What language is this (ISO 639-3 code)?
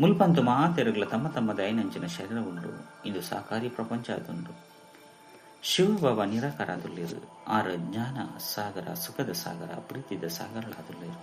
tcy